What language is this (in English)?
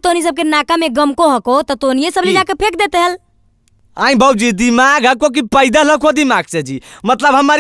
Magahi